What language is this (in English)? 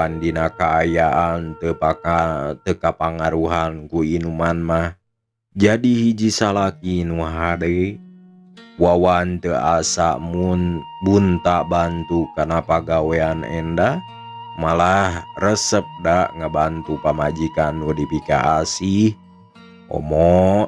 Sundanese